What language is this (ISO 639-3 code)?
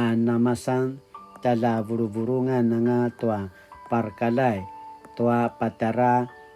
pwn